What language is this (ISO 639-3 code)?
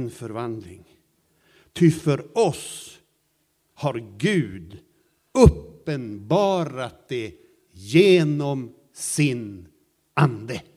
swe